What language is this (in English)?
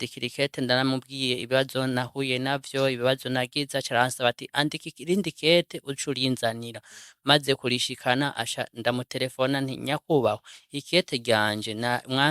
Rundi